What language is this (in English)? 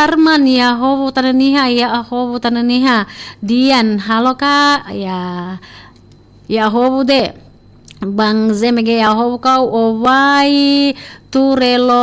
Nias